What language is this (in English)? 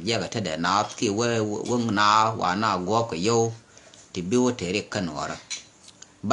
Nuer